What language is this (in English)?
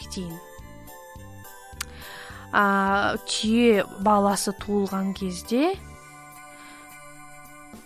Kazakh